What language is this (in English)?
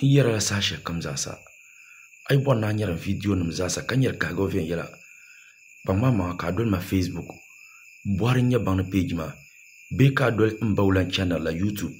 Dagbani